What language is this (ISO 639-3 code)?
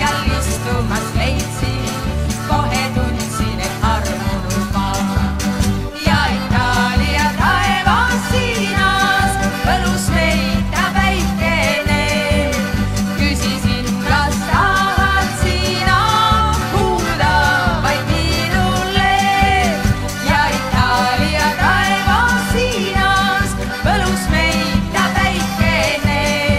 est